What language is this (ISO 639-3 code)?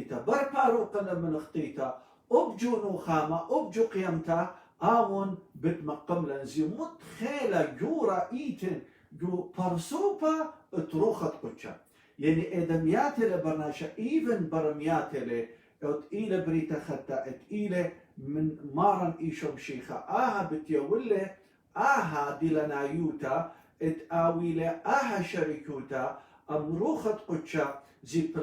aii